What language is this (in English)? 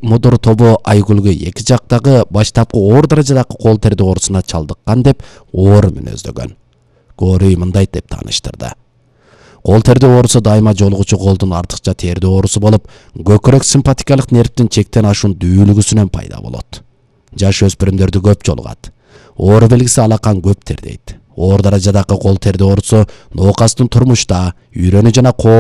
Kyrgyz